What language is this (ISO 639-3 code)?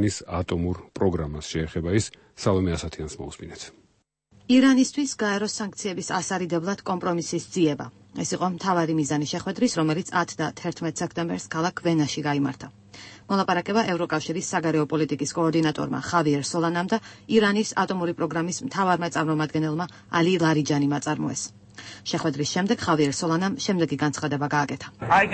kat